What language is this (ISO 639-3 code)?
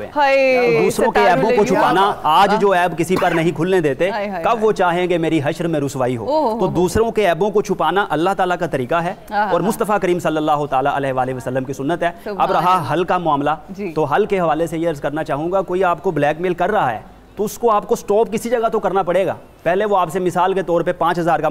urd